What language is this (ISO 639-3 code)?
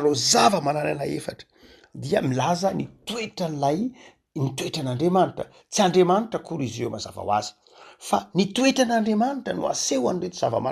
mlg